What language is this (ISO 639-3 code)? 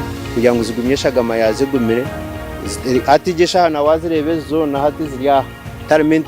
nyn